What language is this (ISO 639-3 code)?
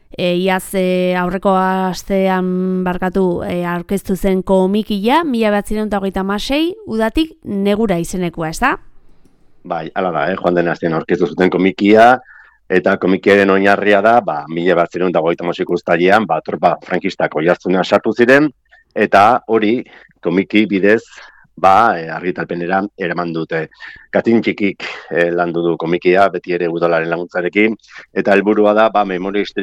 eus